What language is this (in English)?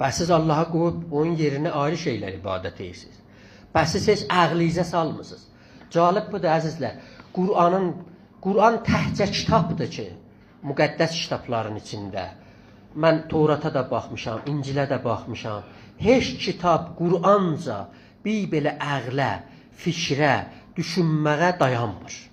South Azerbaijani